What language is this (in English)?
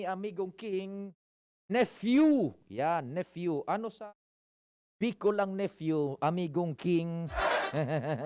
Bikol